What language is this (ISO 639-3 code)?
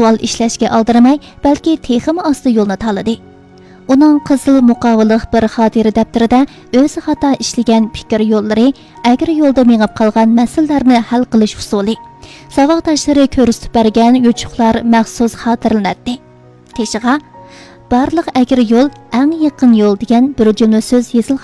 uig